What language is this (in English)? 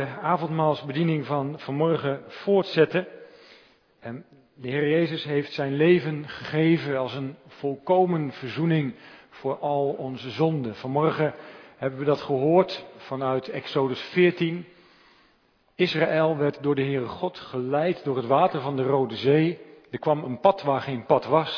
Dutch